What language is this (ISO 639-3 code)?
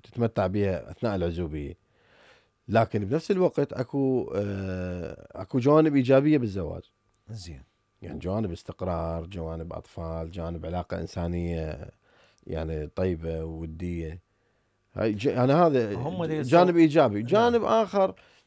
acm